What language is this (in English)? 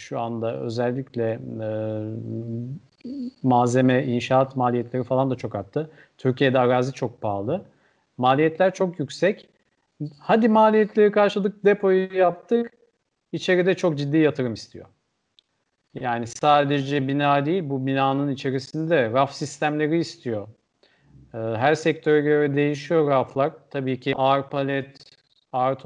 Turkish